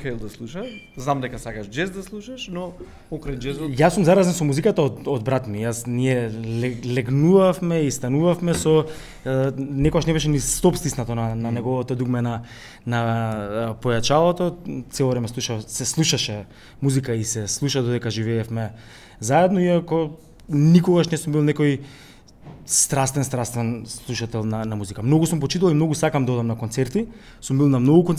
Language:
Macedonian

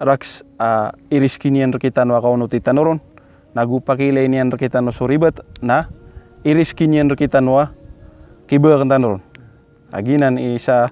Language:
Maranao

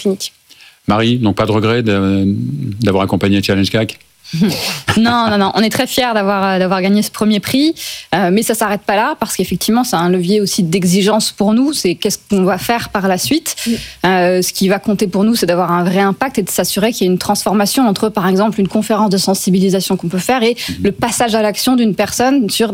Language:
French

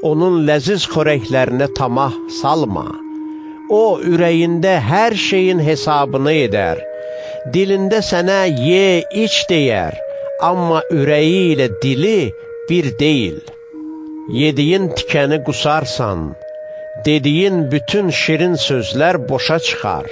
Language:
Azerbaijani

